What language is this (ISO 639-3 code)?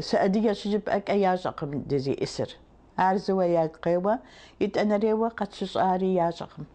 kbd